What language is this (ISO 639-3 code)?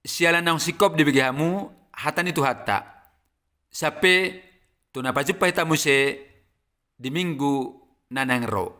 bbc